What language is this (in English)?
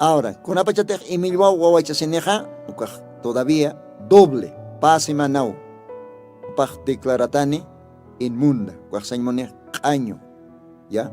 Aymara